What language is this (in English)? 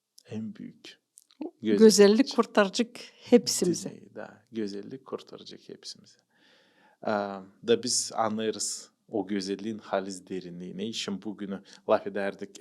Gagauz